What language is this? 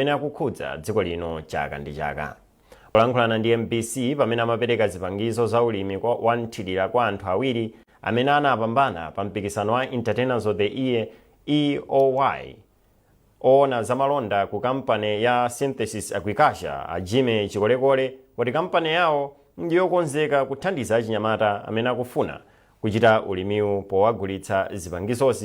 Nyanja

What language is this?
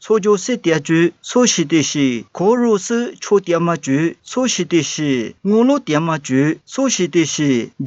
Lisu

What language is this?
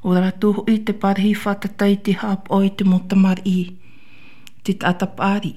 Tahitian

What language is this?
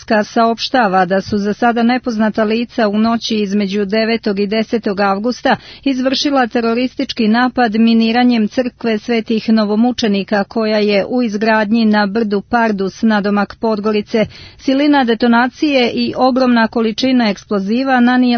Serbian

